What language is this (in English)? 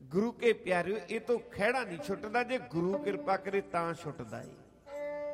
Punjabi